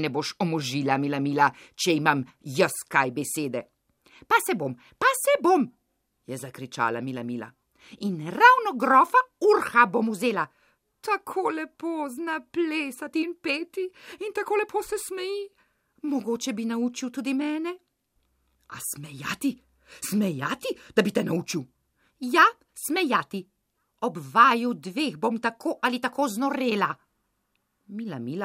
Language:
Slovenian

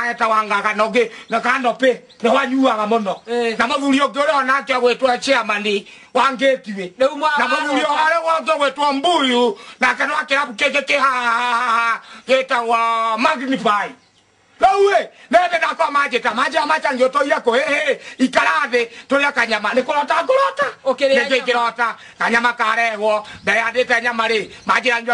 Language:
Kikuyu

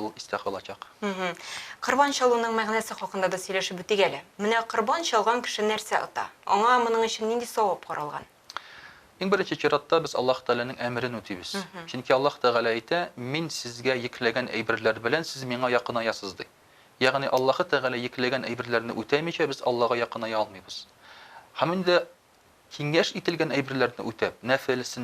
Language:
Tatar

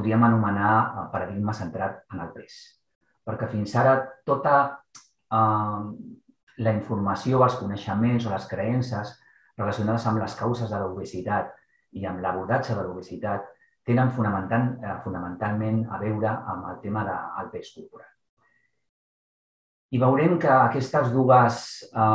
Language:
Catalan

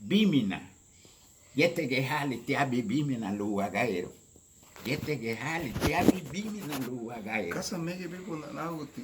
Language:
Garifuna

